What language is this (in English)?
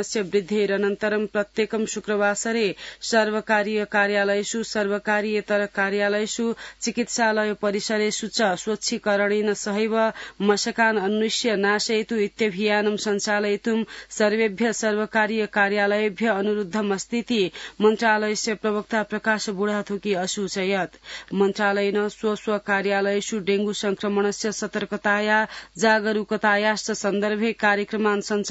Sanskrit